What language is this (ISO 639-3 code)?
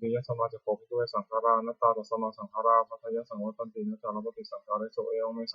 pli